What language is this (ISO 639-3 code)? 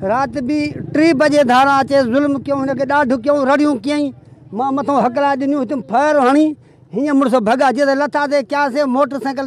snd